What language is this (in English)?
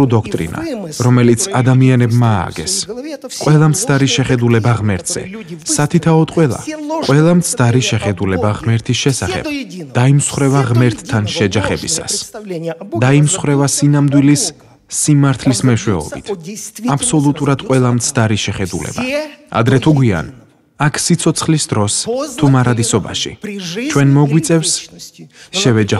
Georgian